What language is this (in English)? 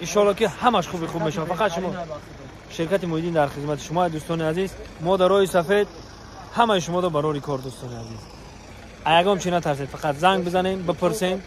Tajik